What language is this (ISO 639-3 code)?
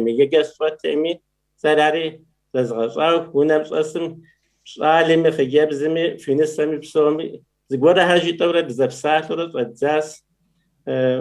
kbd